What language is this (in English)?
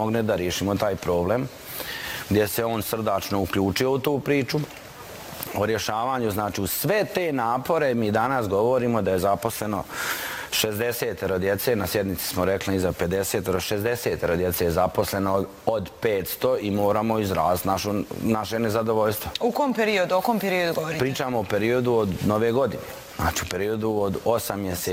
Bosnian